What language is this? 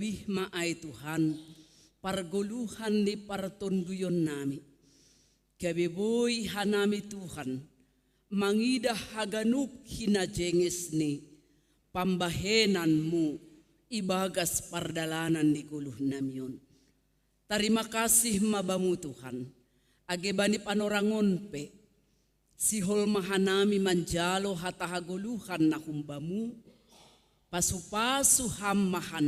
Batak Simalungun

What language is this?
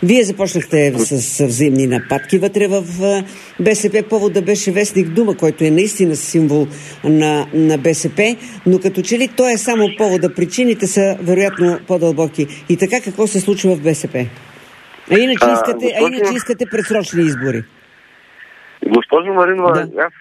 Bulgarian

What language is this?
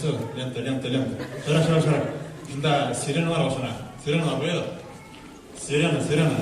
Bashkir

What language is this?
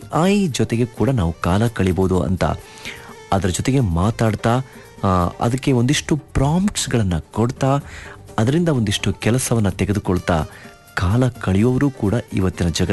Kannada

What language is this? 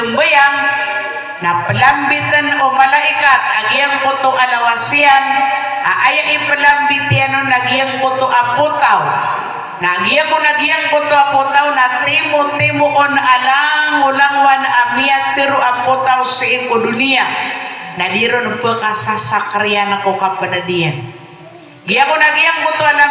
Maranao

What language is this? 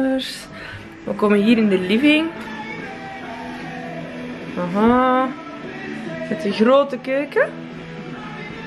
Dutch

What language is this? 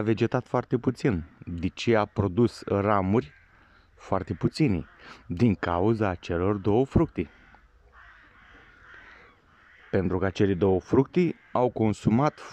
Romanian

